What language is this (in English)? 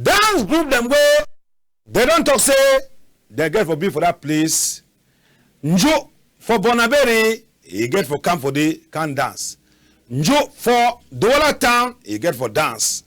Cameroon Pidgin